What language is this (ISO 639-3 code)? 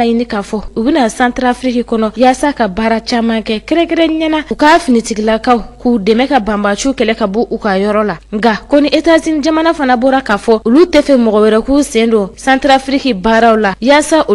bam